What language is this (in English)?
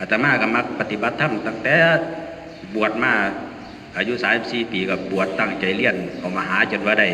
Northeastern Thai